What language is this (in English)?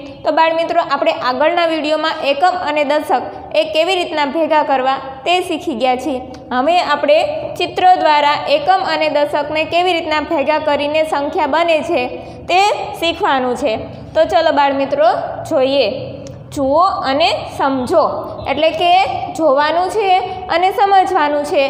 Gujarati